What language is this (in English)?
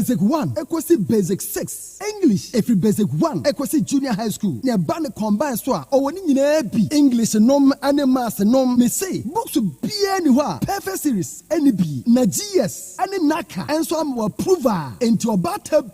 Akan